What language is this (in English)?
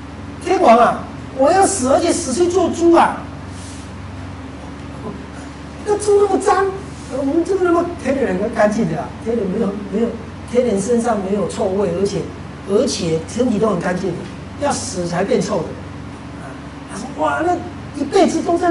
Chinese